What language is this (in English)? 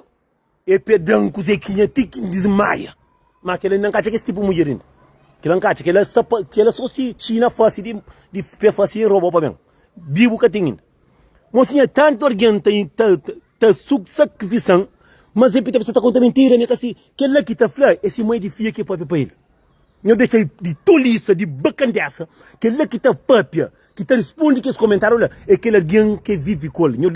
Kabuverdianu